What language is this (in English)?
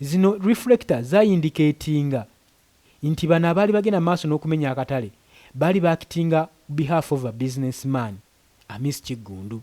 Ganda